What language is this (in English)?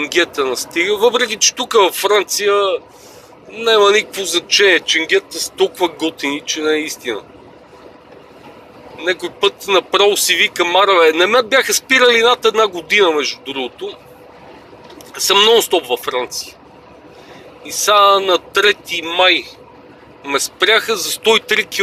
Bulgarian